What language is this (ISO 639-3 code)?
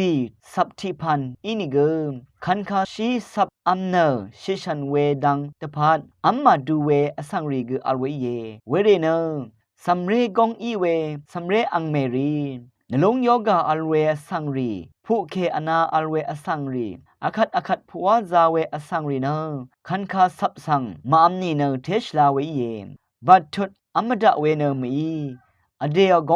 raw